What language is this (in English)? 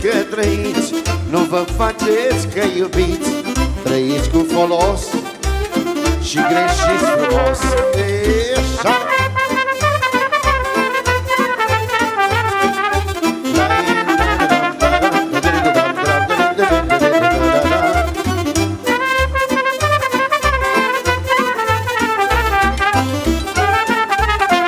Romanian